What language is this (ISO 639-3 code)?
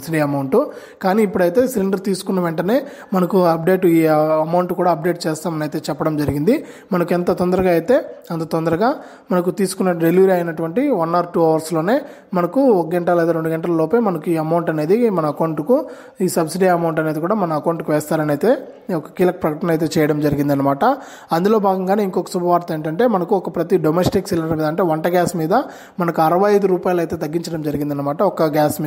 tel